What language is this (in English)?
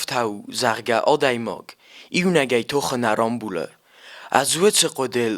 Ossetic